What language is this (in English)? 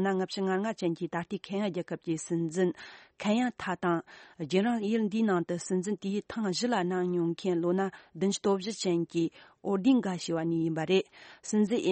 Tibetan